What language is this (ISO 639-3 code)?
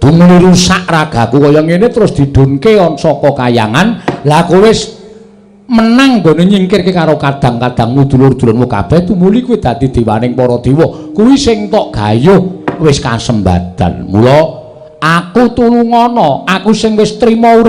jav